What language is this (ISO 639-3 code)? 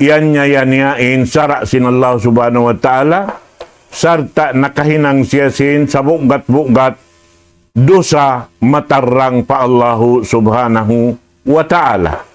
tsg